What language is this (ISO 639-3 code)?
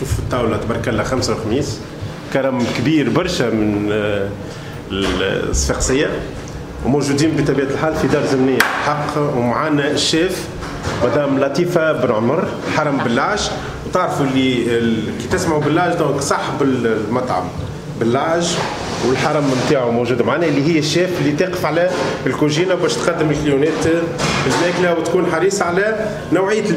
aeb